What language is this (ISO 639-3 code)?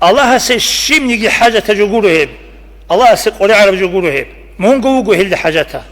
ava